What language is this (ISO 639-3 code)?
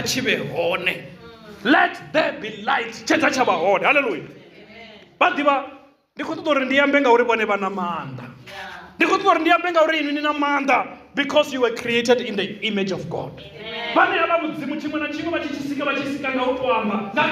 ven